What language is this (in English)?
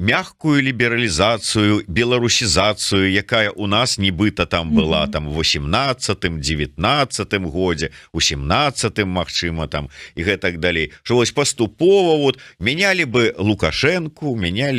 Belarusian